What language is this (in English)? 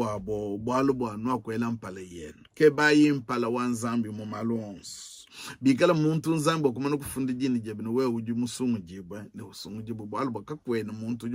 Luba-Lulua